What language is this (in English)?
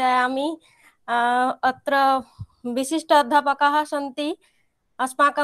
Sanskrit